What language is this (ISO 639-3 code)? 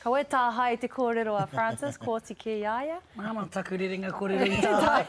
mri